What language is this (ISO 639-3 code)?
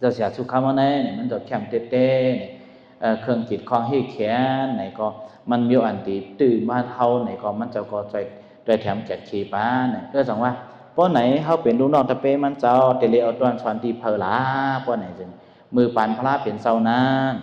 shn